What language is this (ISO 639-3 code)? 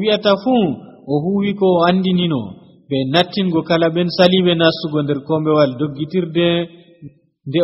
fuv